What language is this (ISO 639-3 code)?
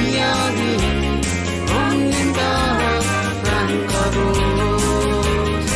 pon